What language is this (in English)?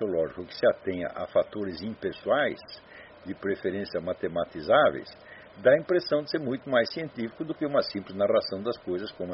Portuguese